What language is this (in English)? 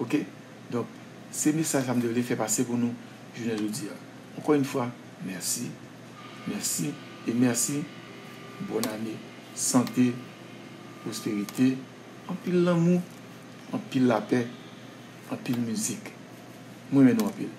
Haitian Creole